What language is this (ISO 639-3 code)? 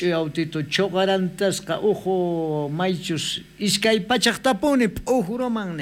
quh